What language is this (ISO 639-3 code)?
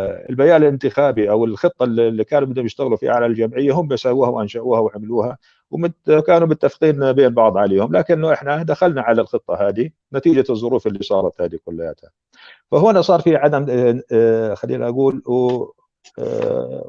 apc